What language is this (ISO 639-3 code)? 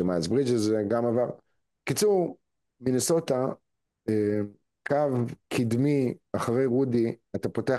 heb